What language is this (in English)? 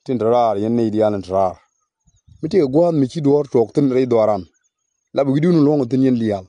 Nuer